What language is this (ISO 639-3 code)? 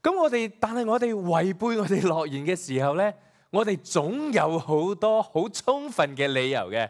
yue